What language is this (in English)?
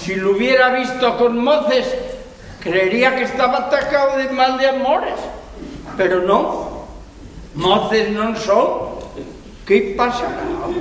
Asturian